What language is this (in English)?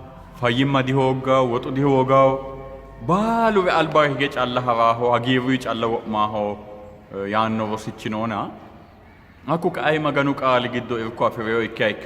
Sidamo